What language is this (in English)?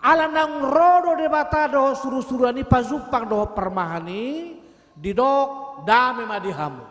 Batak Toba